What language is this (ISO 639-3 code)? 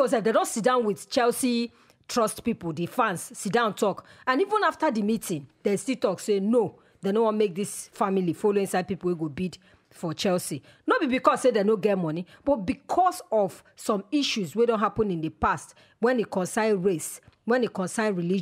pcm